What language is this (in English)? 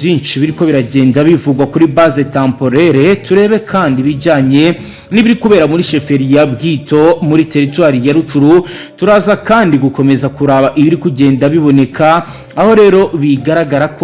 Kinyarwanda